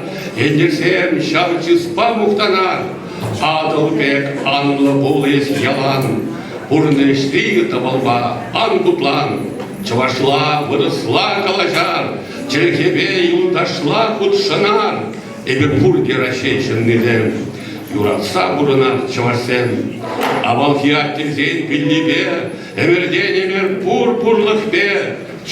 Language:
Chuvash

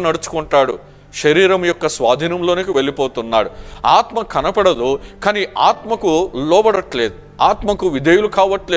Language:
Telugu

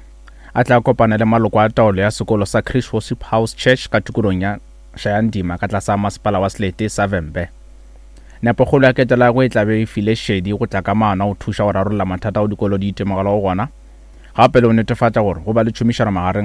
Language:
Northern Sotho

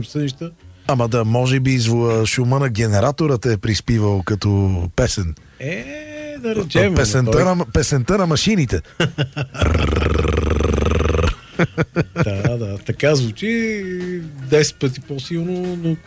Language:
Bulgarian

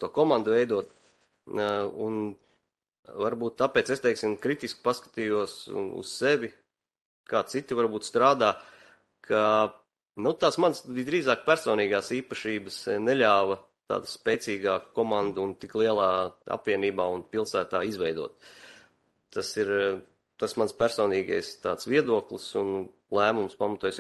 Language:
Latvian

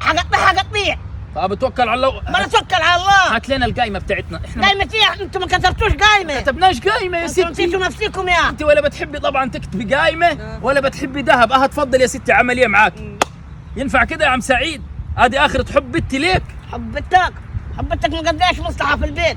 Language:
Egyptian Arabic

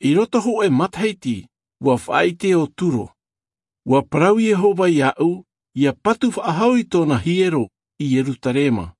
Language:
Tahitian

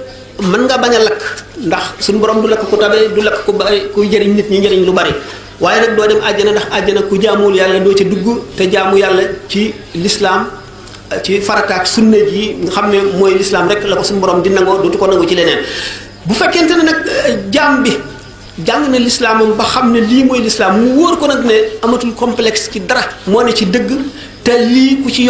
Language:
Wolof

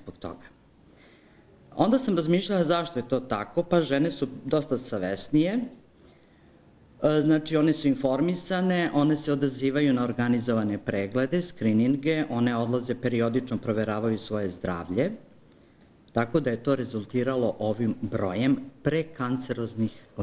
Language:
Serbian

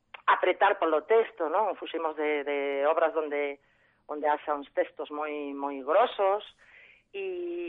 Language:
Galician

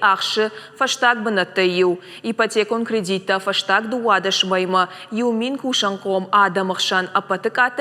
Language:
Ossetic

